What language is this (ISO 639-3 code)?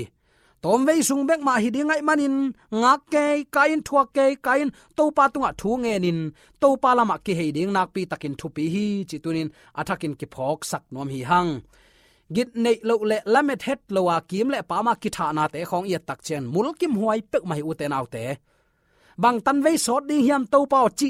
ctd